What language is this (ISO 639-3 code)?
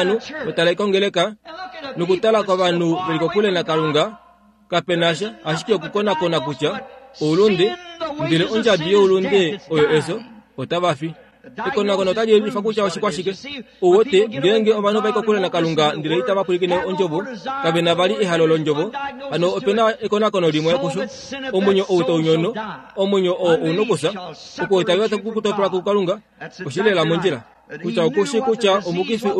kua